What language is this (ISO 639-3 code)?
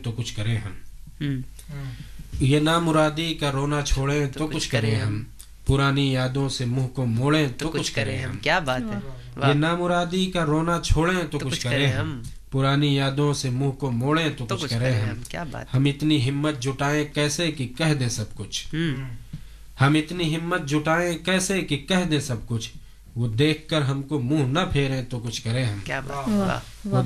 urd